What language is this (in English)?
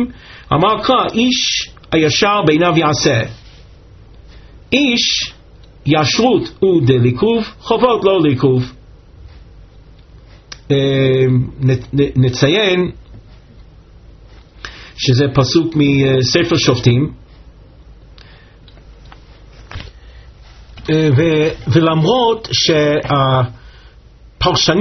Hebrew